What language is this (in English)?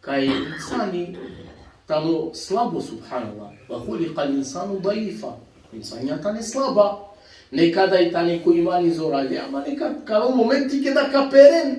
Balkan Romani